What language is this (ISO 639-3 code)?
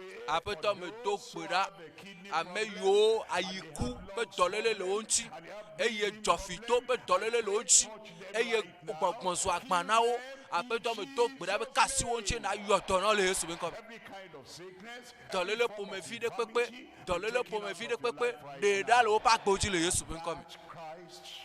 ewe